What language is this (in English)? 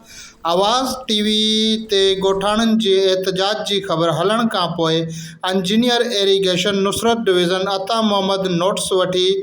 Sindhi